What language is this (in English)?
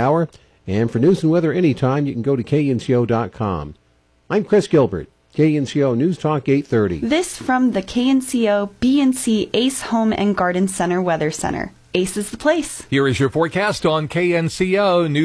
English